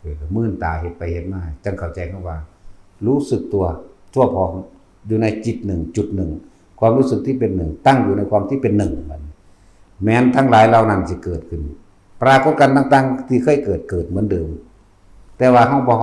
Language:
Northeastern Thai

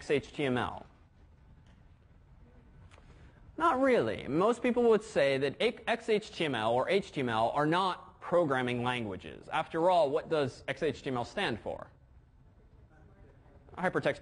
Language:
English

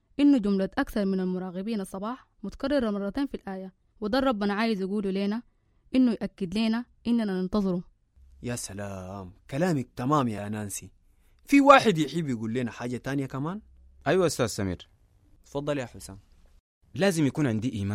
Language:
Sudanese Arabic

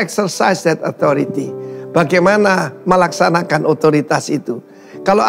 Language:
Indonesian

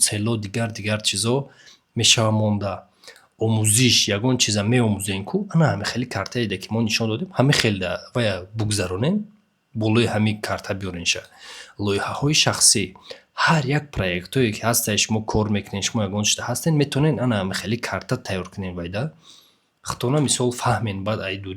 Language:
Tajik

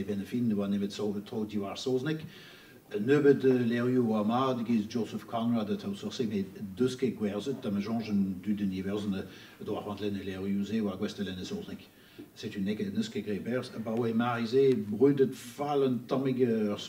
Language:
Breton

